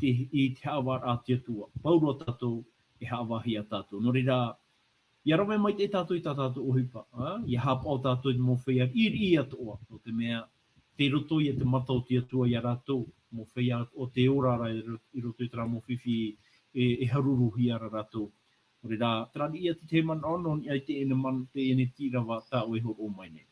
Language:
Tahitian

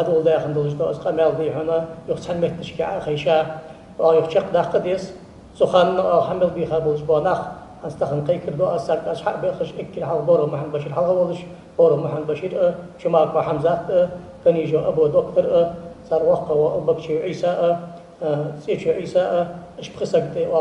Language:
Ingush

